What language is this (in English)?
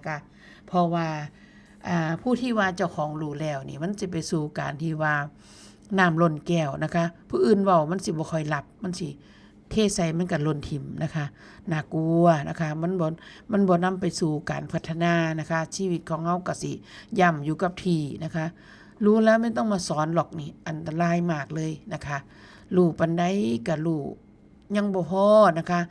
Northeastern Thai